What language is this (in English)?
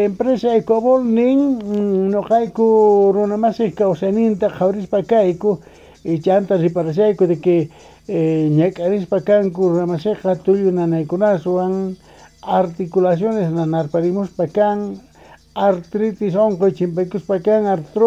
Quechua